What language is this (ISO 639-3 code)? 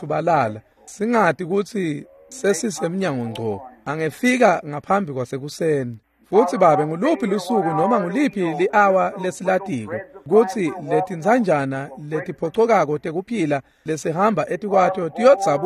ssw